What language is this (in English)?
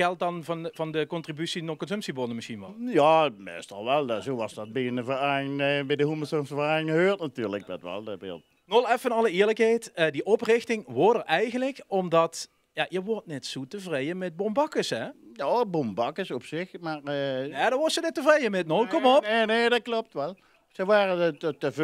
Limburgish